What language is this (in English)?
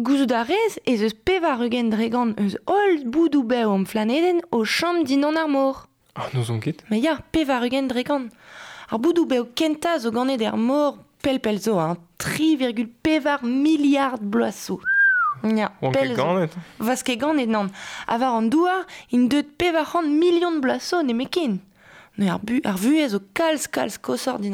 Breton